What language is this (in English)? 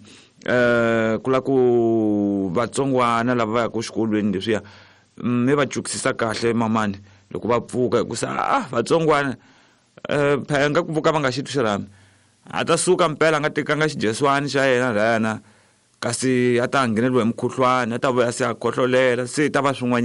Tsonga